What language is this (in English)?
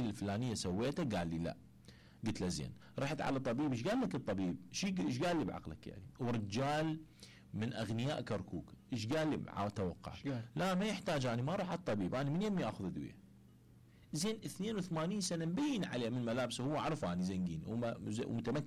Mesopotamian Arabic